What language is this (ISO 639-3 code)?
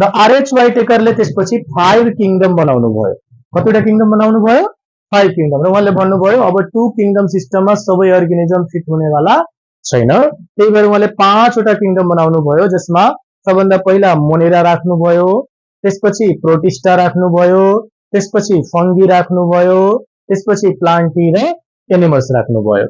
nep